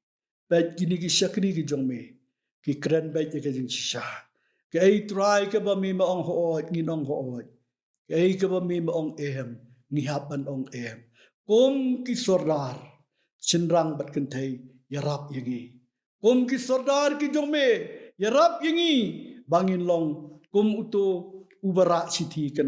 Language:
Khasi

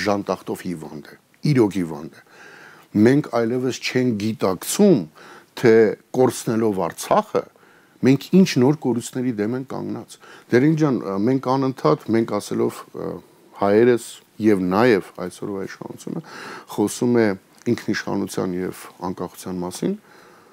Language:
Armenian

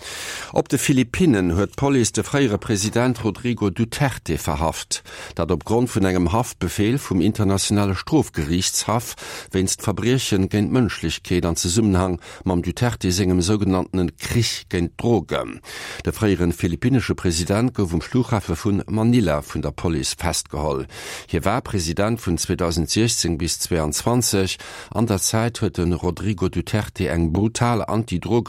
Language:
Luxembourgish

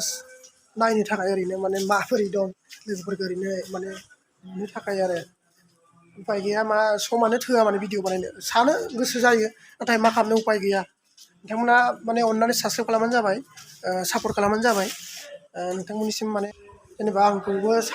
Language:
Bodo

